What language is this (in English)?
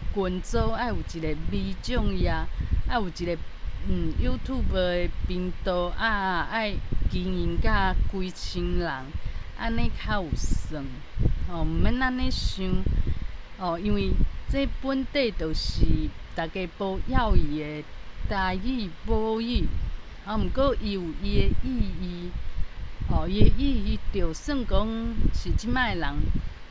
Min Nan Chinese